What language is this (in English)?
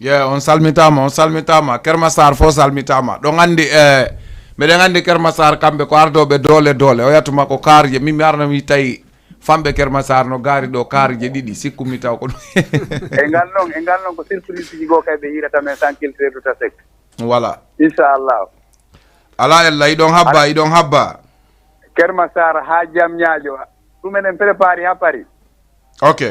Fula